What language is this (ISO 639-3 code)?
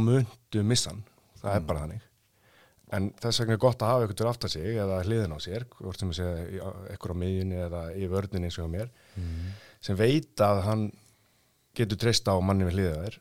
isl